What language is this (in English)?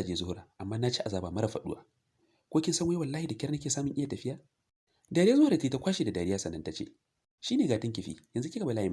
Hausa